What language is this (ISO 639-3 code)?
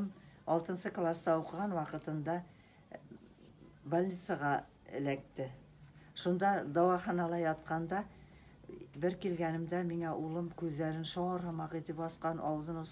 bak